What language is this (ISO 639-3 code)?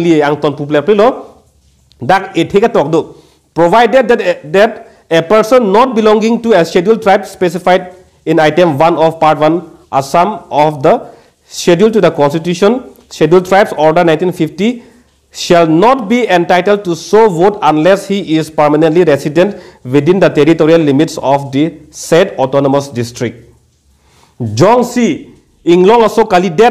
mjw